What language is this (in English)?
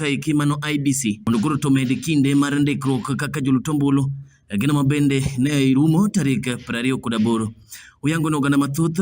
Luo (Kenya and Tanzania)